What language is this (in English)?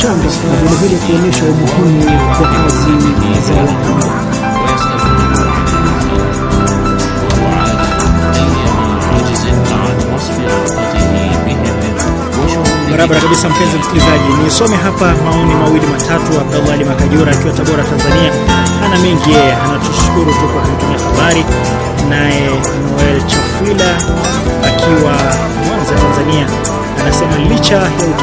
Swahili